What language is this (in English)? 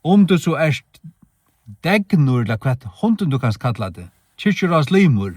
Faroese